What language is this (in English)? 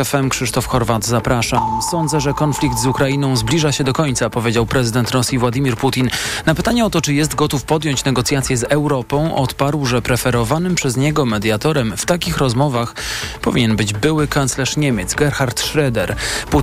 Polish